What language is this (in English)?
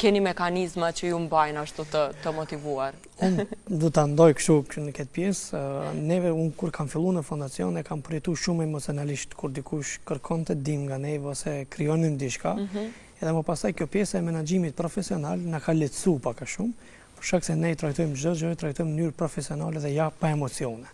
Albanian